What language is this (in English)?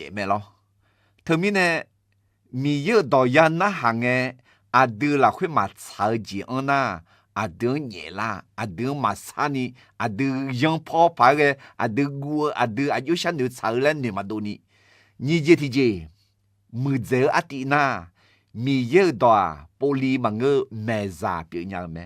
Akha